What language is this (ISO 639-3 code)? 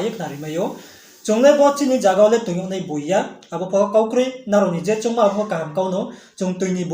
ria